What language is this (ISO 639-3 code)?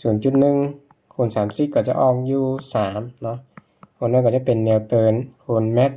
lao